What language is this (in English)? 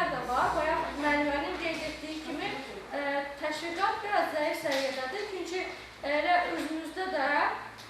Azerbaijani